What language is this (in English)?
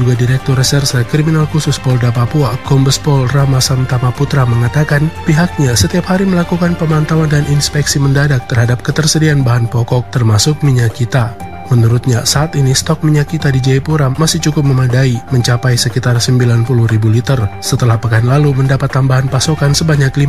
Indonesian